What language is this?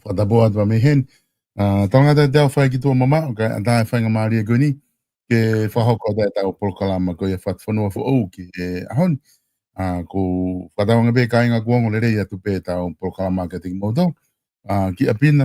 Tongan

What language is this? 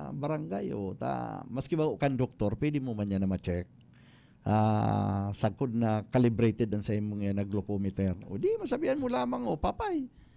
Bikol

